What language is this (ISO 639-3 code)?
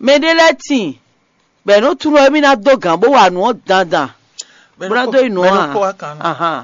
fon